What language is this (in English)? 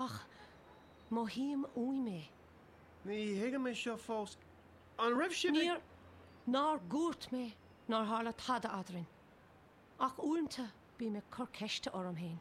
Irish